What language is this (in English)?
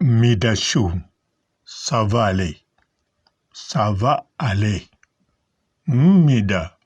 Lingala